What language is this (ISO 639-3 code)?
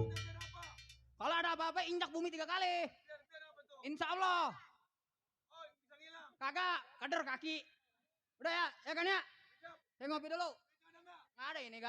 bew